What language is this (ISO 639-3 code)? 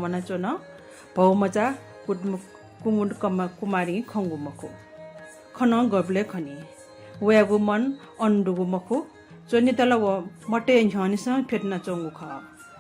new